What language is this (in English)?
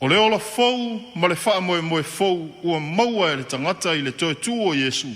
Samoan